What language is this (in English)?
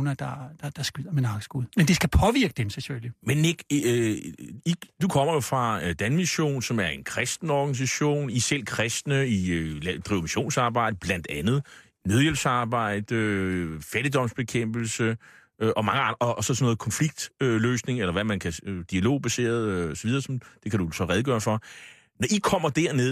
Danish